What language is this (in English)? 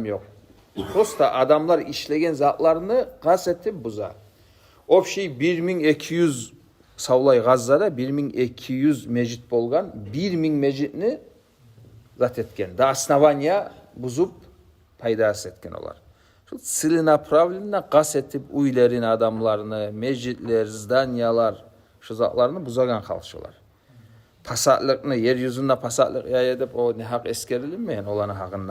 Kumyk